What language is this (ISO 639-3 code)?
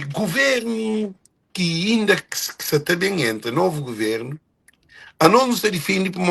kea